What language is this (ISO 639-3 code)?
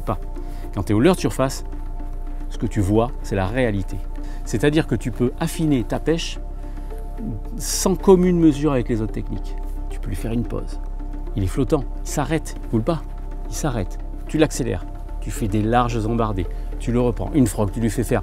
fra